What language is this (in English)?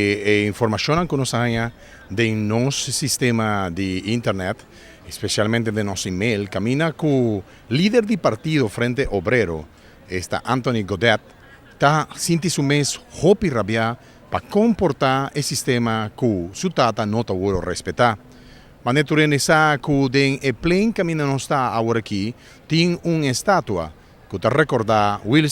Papiamento